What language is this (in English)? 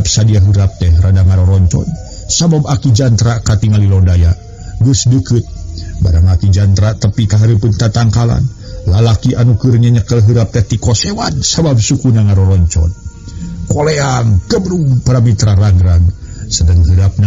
Sundanese